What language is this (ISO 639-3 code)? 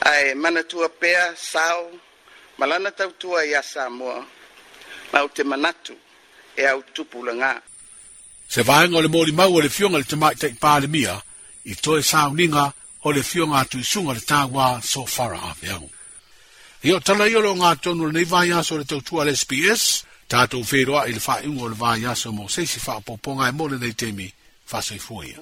smo